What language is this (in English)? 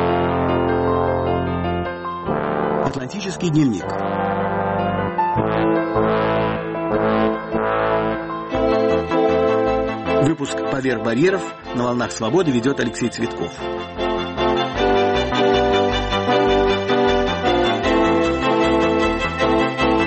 Russian